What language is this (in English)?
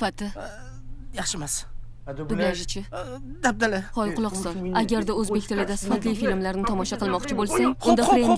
Uzbek